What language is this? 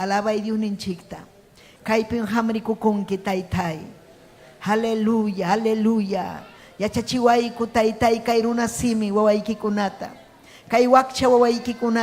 Ayacucho Quechua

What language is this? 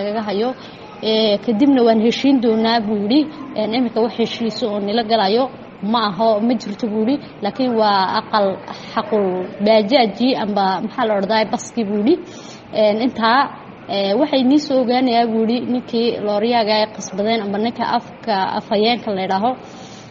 Somali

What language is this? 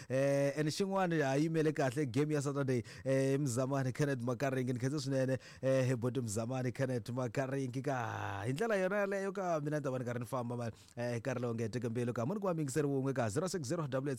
Tsonga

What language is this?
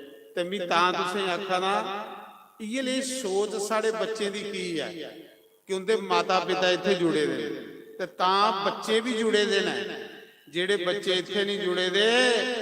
Dogri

